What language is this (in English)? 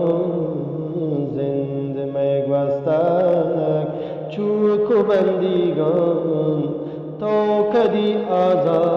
Eastern Balochi